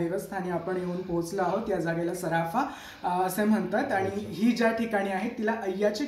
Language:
Marathi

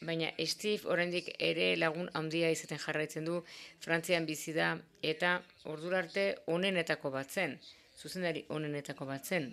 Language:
Basque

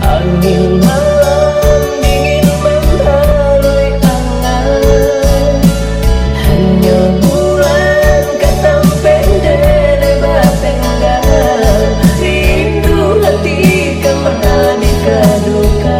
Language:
Minangkabau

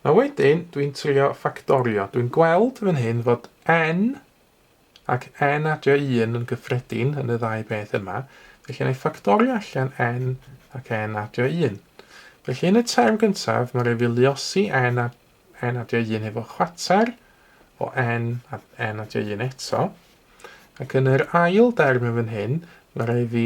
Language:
Welsh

